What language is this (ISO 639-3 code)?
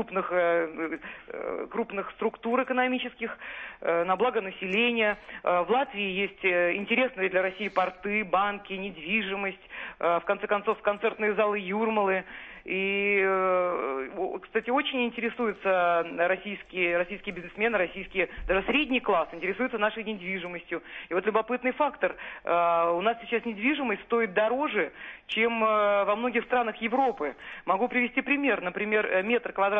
rus